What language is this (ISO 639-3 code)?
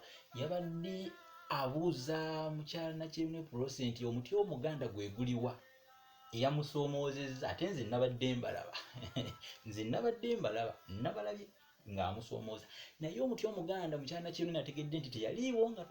lug